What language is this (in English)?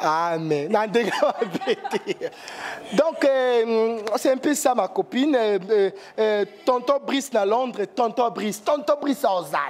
Lingala